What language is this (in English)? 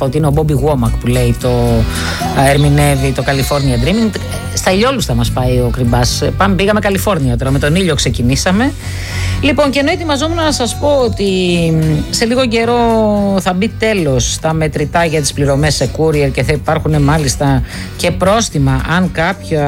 Greek